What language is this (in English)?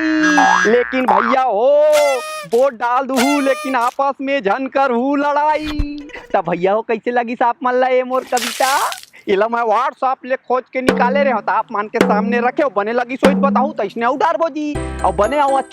Chhattisgarhi